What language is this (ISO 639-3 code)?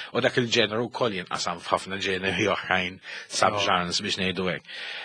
mlt